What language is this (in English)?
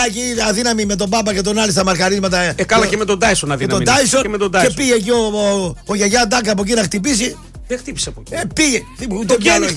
Greek